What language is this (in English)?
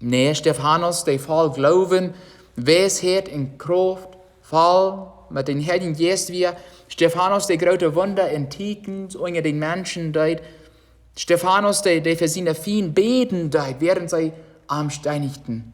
Plautdietsch